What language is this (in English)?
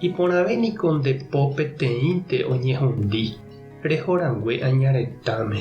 Guarani